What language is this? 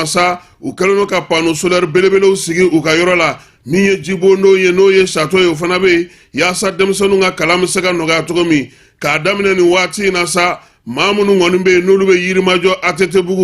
Bambara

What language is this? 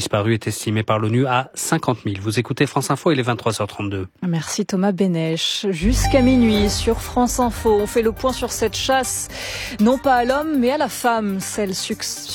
French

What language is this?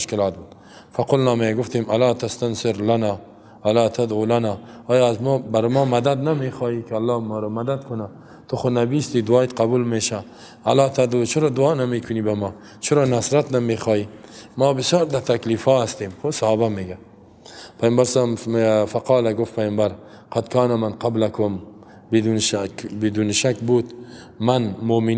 Persian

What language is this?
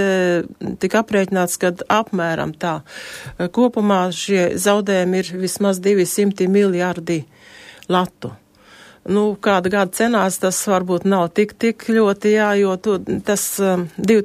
Latvian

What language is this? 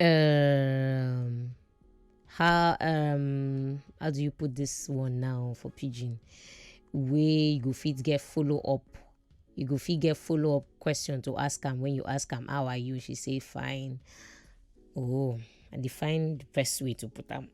Nigerian Pidgin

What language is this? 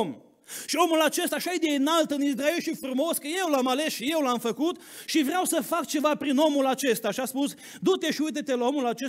Romanian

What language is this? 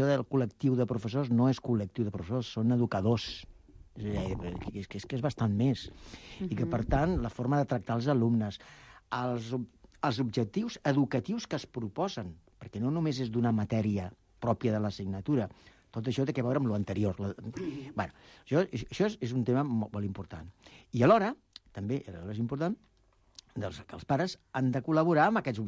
Catalan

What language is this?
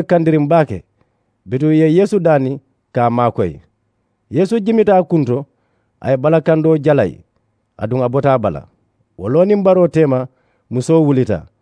Mandingo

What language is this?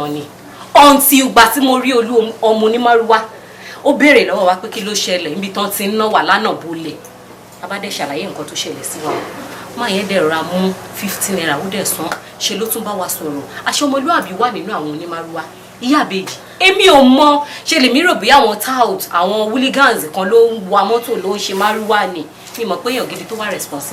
Yoruba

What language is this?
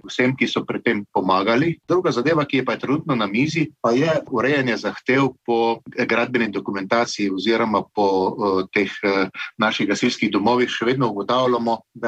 Slovenian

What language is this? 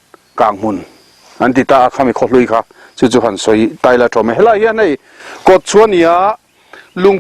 Mizo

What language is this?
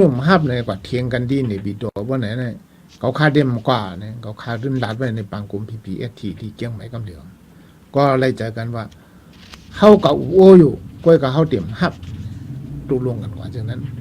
Shan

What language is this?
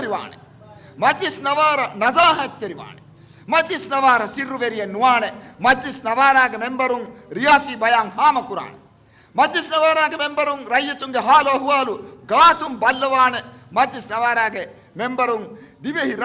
Divehi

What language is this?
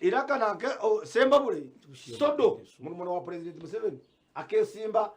Nyankole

